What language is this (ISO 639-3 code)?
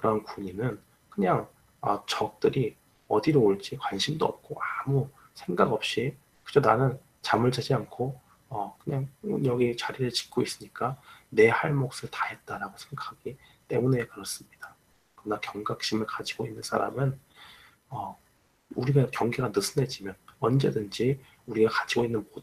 kor